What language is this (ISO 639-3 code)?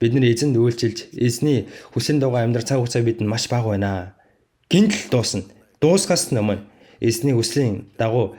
mon